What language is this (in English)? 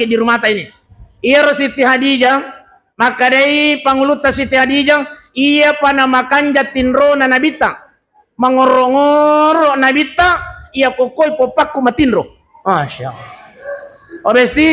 Buginese